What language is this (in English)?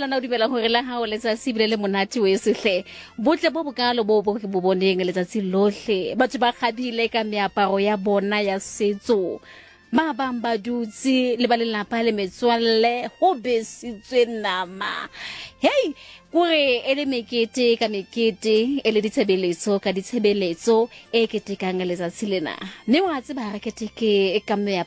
Tswana